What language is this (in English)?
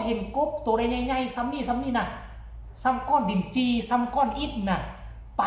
Northeastern Thai